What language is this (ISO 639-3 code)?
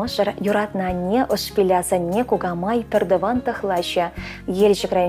chv